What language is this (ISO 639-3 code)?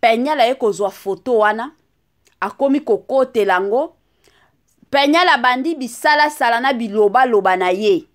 lin